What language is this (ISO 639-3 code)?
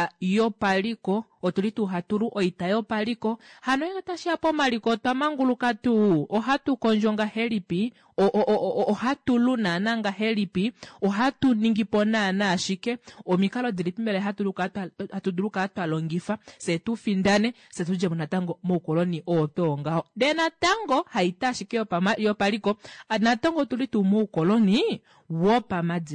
kua